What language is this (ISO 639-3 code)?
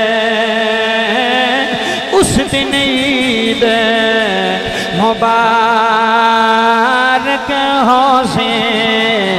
urd